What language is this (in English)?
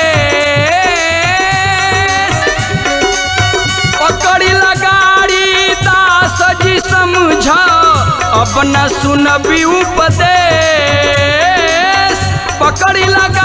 Bhojpuri